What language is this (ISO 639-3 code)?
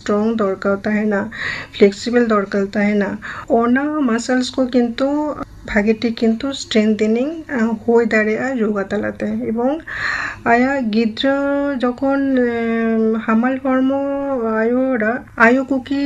sat